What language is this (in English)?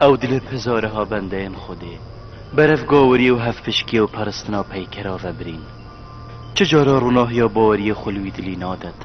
Kurdish